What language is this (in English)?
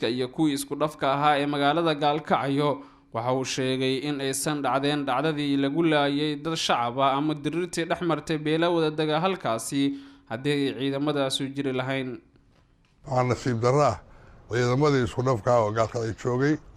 Somali